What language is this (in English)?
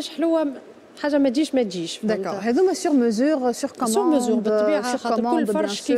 Tunisian Arabic